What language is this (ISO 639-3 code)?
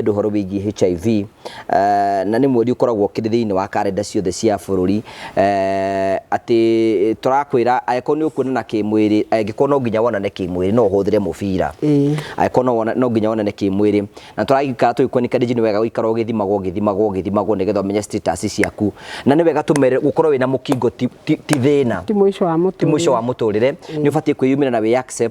kik